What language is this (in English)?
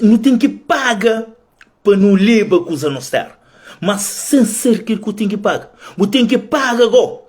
Kabuverdianu